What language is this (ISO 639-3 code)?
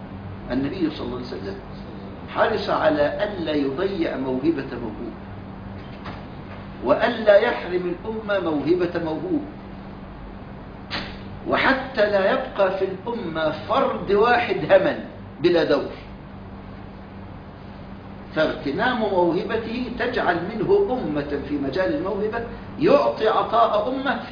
ara